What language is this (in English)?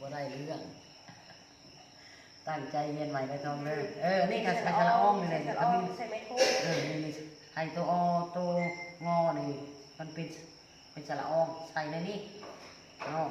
Lao